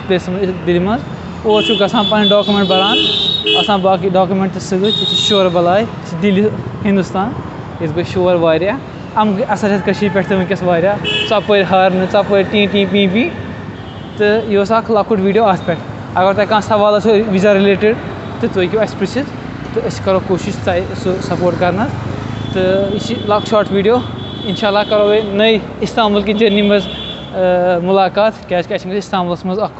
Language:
Kashmiri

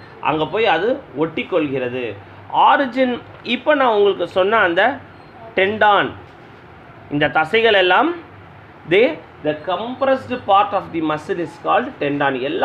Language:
Tamil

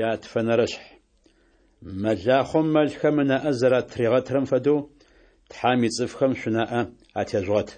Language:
Adyghe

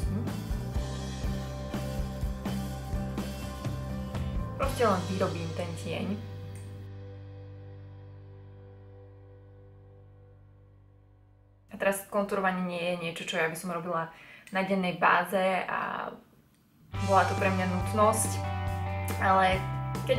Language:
Slovak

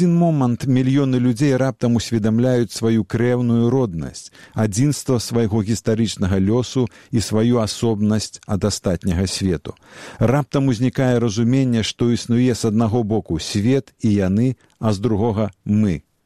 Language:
Belarusian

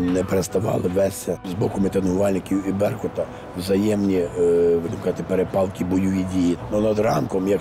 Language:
Ukrainian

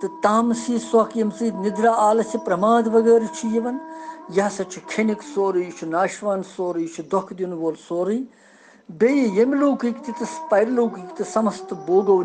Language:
Kashmiri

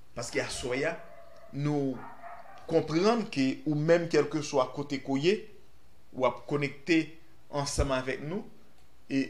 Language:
Haitian Creole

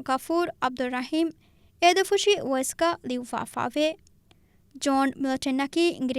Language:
Divehi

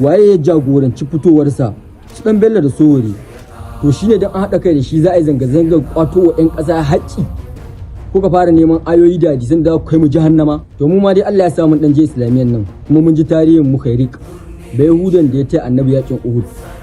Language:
Hausa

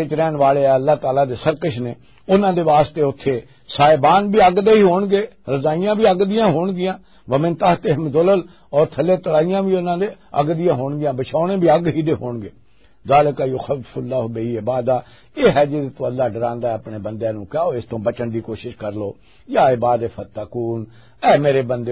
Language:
Western Panjabi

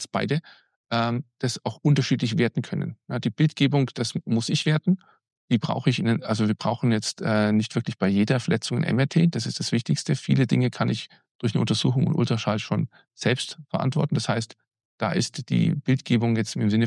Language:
German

